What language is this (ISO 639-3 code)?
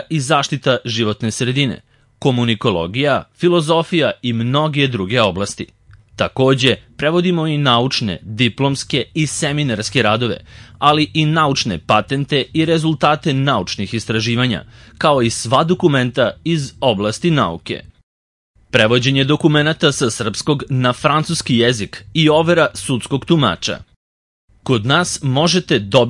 srp